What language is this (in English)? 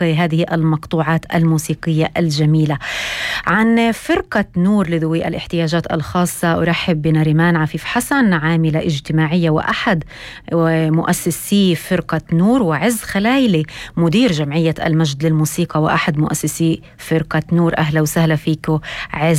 North Levantine Arabic